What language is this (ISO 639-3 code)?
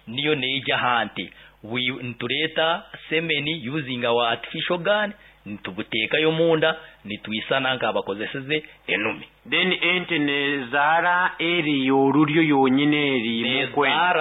nyo